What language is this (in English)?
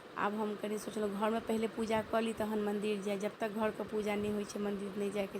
Maithili